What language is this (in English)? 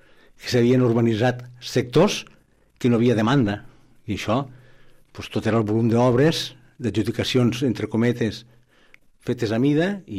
Catalan